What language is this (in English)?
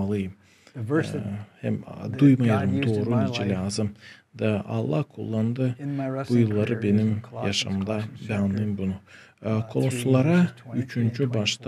Gagauz